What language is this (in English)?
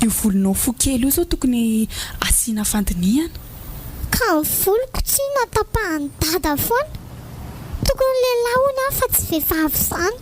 Malagasy